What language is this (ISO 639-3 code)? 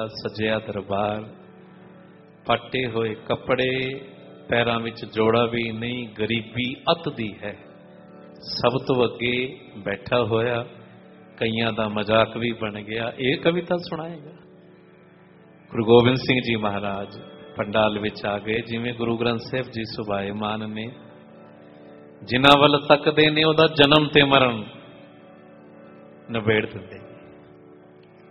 pan